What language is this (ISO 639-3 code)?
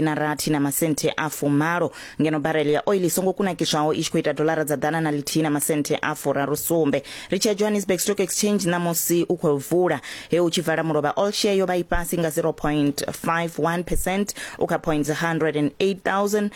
ven